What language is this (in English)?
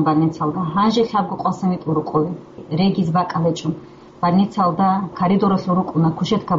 Avaric